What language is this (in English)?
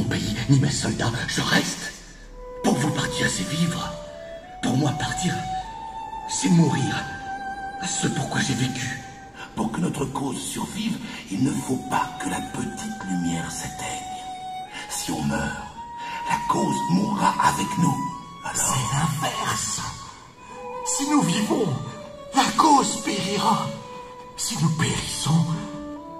French